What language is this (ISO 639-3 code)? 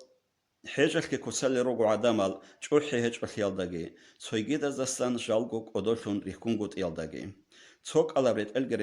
ava